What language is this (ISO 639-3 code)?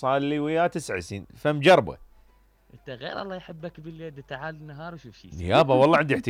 acm